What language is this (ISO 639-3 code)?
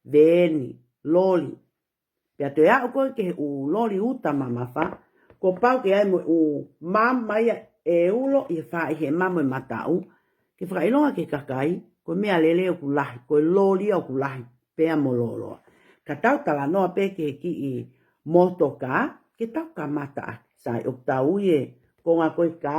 ton